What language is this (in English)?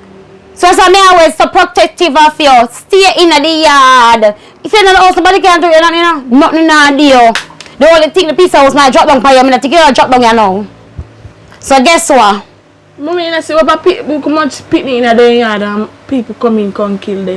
Jamaican Creole English